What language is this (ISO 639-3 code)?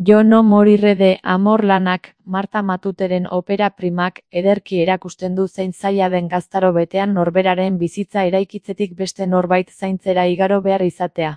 eus